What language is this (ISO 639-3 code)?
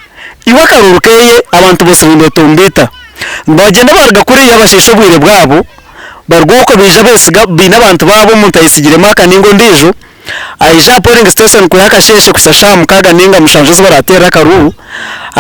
nyn